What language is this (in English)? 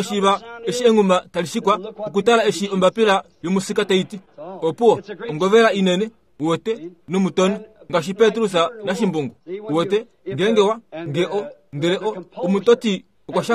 Kuanyama